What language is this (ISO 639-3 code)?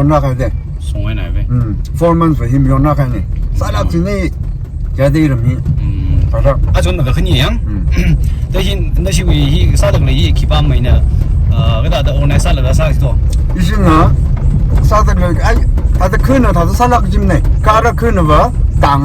nmf